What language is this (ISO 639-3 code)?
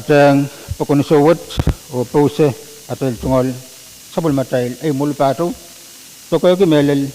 pon